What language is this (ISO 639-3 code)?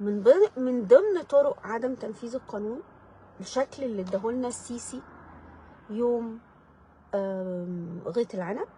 arz